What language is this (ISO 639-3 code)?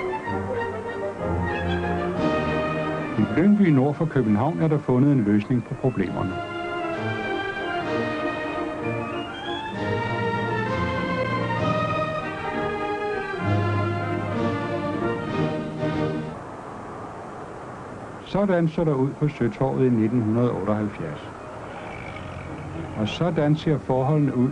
dan